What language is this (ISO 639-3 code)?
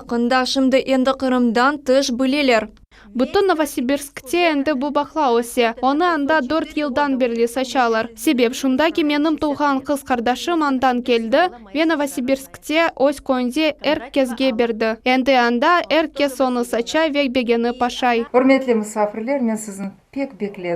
crh